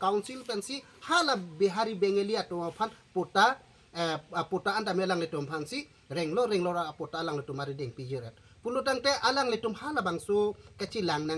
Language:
Karbi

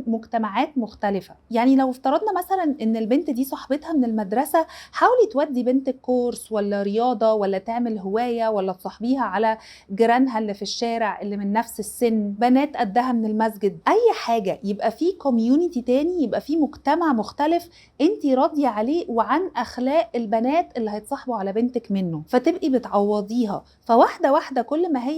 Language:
Egyptian Arabic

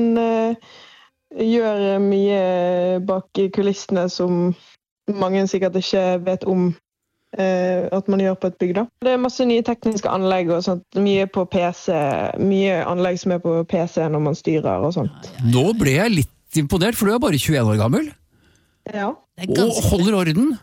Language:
Norwegian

